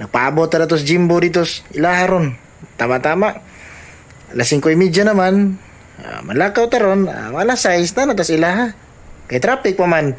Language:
Cebuano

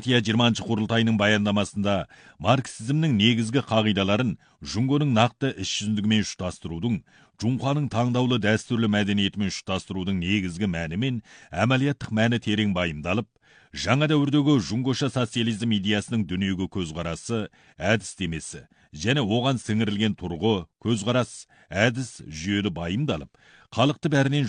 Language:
Kazakh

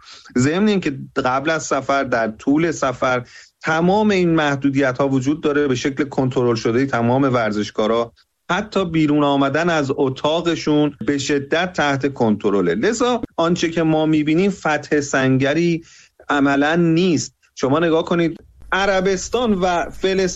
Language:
Persian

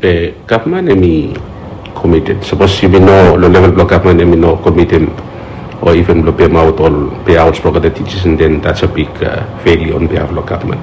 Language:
Bislama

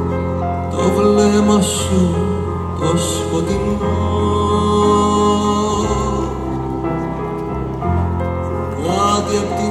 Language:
Greek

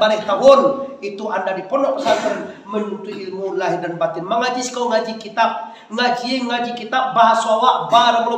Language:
Minangkabau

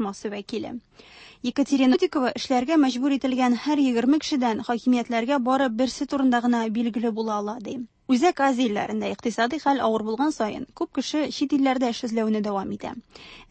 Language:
Tatar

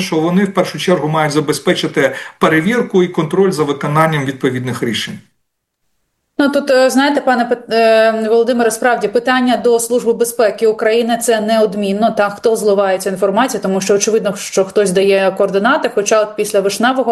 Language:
Ukrainian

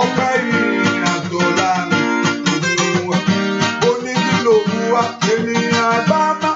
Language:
Yoruba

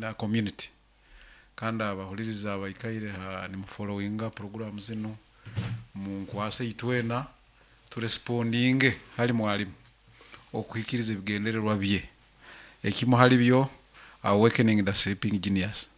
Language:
Nyankole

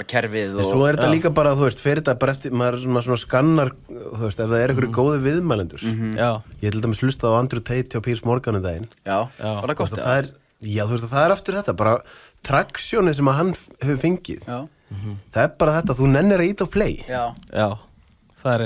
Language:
Icelandic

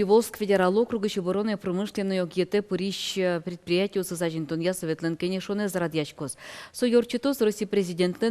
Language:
Udmurt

